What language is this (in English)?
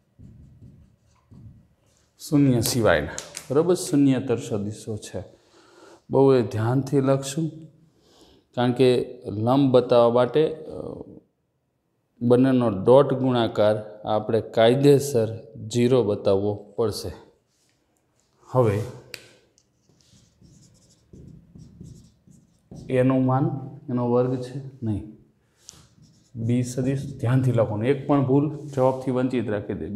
Gujarati